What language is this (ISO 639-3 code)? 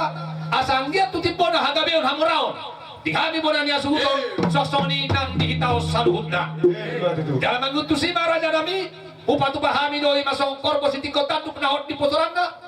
bbc